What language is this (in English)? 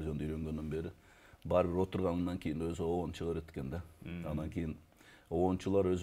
Kyrgyz